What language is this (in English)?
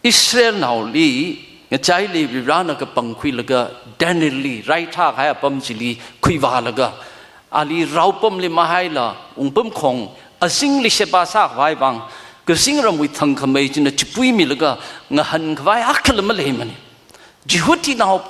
Tangkhul Naga (India)